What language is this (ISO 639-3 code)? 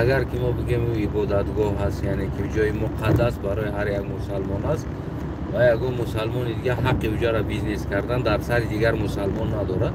tgk